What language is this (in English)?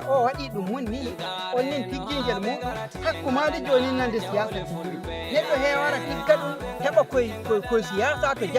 Nigerian Fulfulde